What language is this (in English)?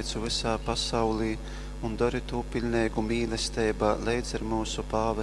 Latgalian